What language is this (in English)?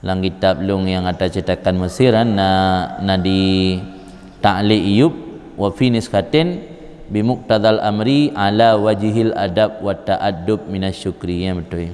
Achinese